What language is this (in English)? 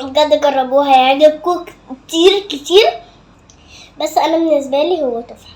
Egyptian Arabic